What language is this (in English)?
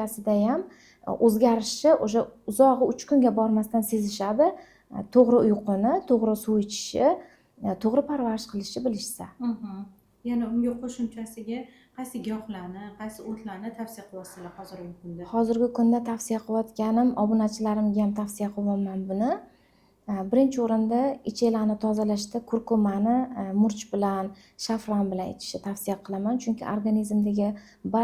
Uzbek